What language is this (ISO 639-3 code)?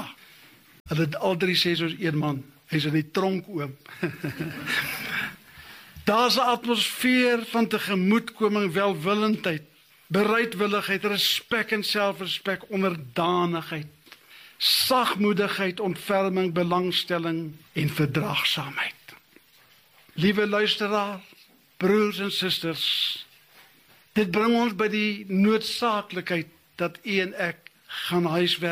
afr